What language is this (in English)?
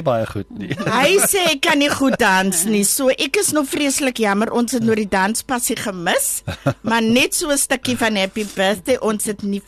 Afrikaans